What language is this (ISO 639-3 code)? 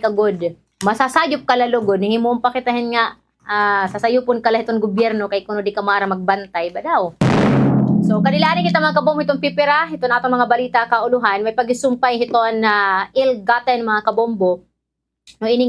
war